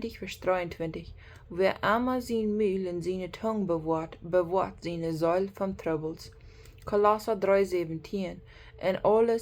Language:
Plautdietsch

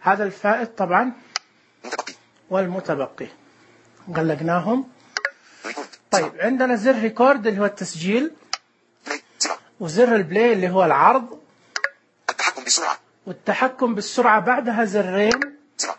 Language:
Najdi Arabic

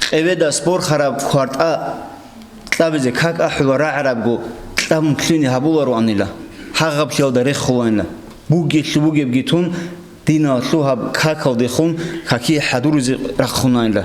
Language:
Avaric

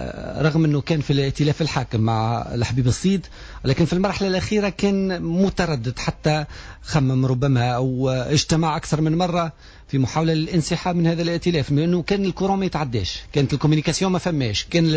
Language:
Tunisian Arabic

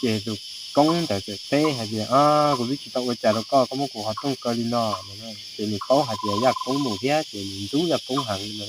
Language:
Hmong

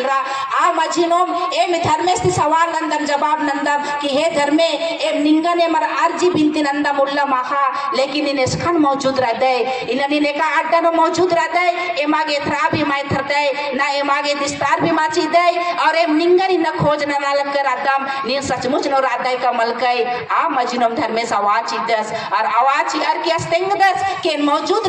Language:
Kurukh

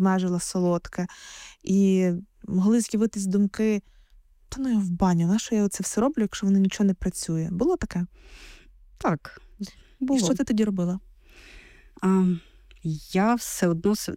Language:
Ukrainian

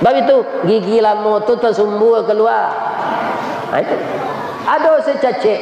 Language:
Minangkabau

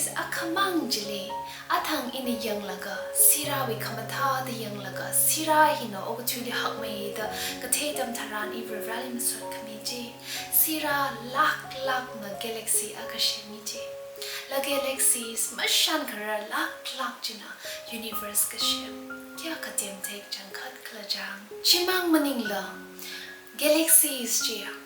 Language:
Tangkhul Naga (India)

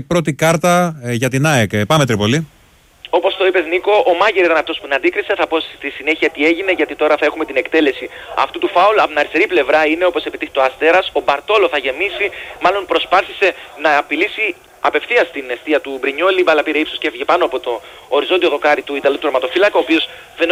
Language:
Greek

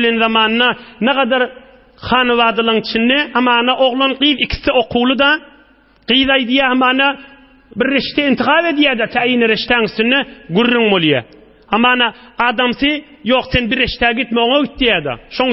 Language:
Turkmen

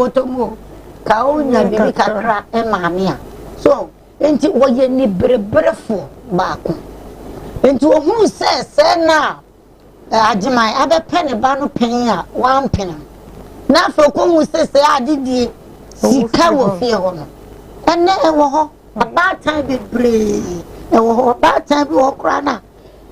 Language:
Akan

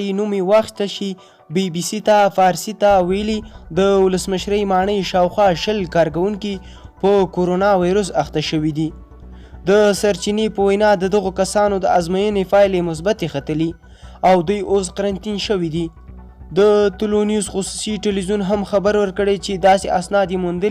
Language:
Pashto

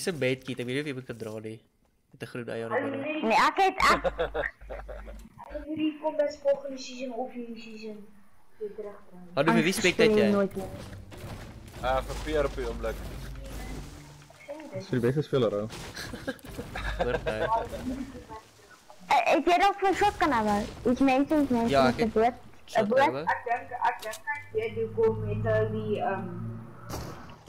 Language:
Afrikaans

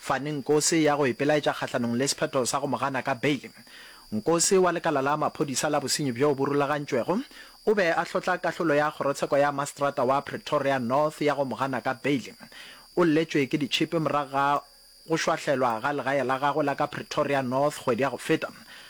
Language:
Northern Sotho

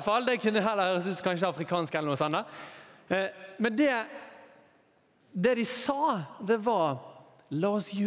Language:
Norwegian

